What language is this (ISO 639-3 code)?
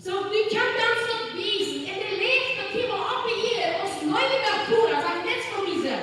pdt